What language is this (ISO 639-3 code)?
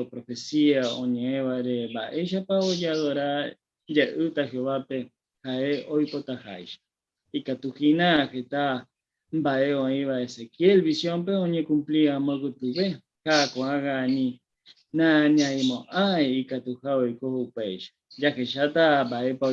grn